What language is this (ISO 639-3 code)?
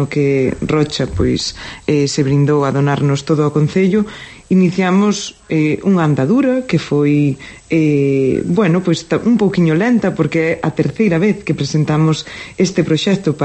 glg